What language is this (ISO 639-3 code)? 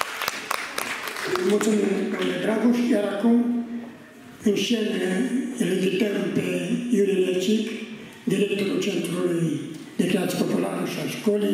ron